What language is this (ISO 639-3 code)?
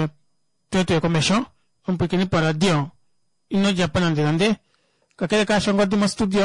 kua